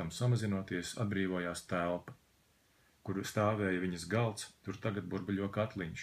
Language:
Latvian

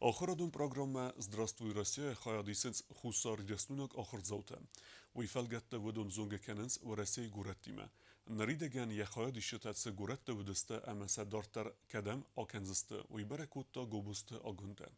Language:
Ossetic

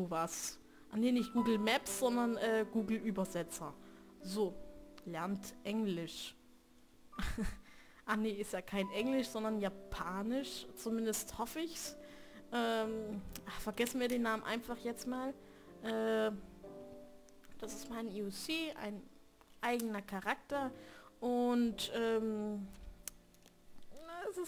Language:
German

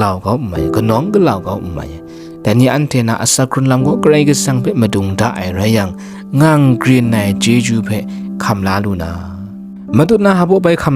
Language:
Kachin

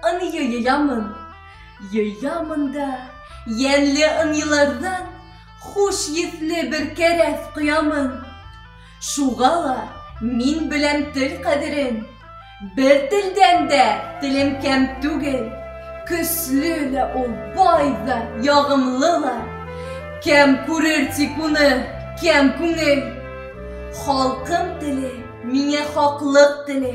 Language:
Bashkir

